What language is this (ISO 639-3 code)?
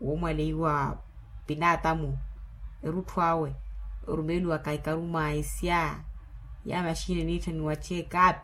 vmw